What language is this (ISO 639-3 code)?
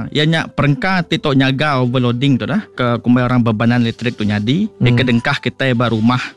iba